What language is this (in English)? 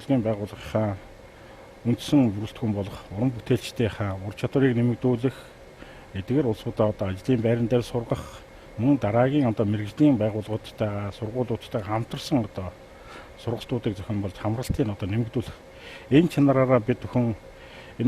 Mongolian